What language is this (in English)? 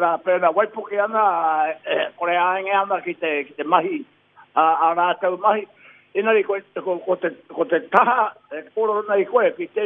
Māori